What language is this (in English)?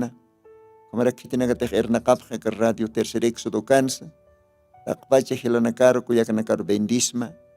Aymara